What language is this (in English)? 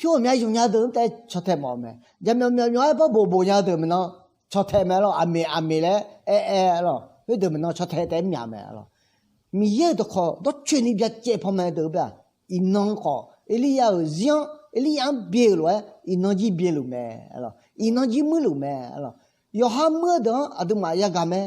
Akha